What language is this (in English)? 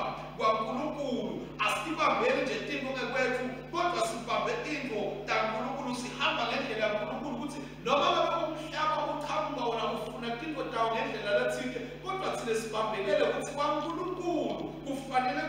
Swati